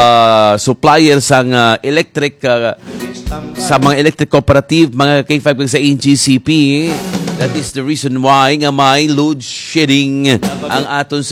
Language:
Hiligaynon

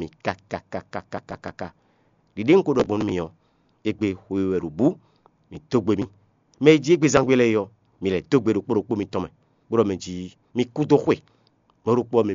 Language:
Fon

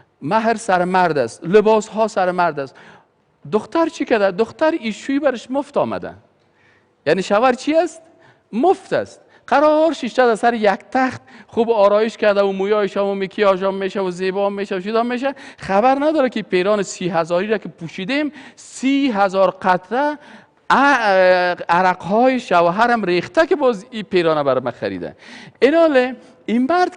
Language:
Persian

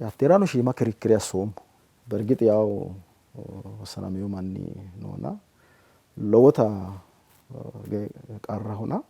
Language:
Sidamo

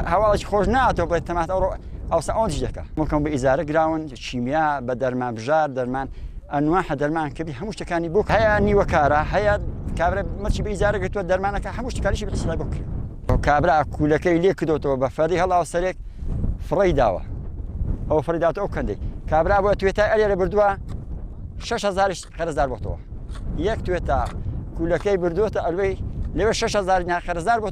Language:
Central Kurdish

